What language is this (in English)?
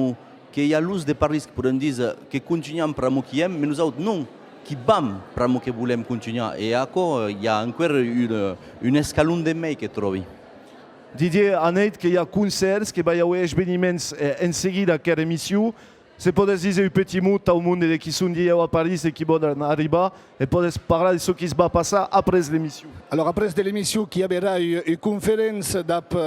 Occitan